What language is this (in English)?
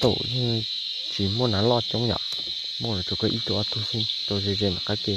Hmong